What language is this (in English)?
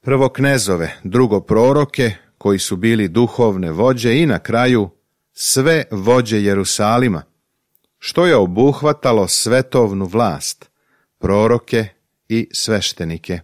Serbian